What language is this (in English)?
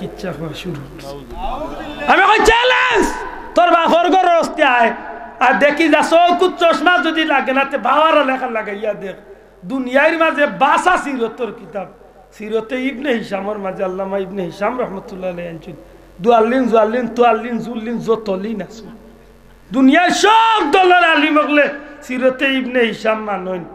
Sylheti